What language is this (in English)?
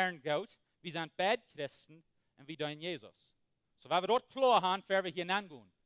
Plautdietsch